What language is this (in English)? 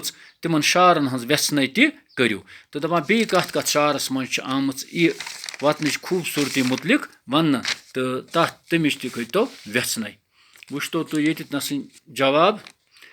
Kashmiri